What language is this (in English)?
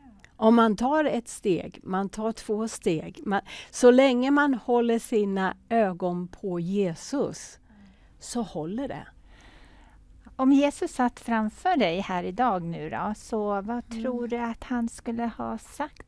Swedish